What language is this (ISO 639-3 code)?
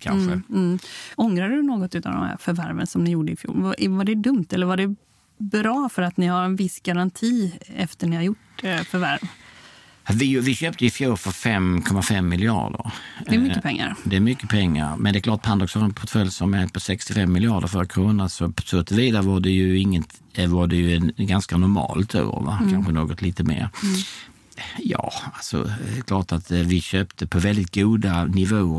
swe